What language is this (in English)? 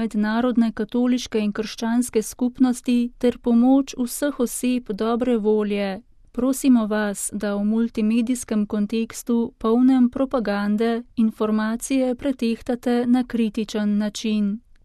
Slovenian